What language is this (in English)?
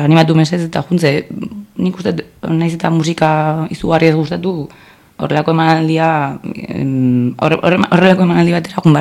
Basque